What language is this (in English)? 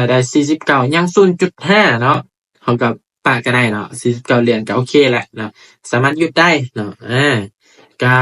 Lao